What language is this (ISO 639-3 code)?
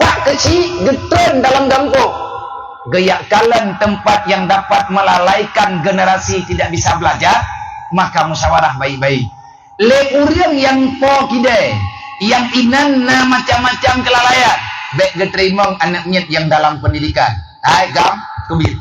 ace